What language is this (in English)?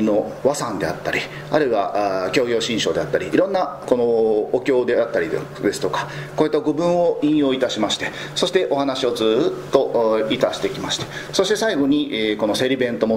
Japanese